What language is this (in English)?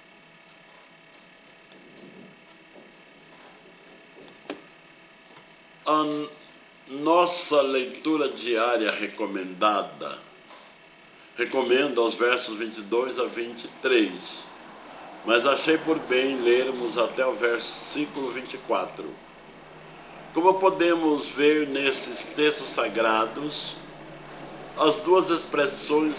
Portuguese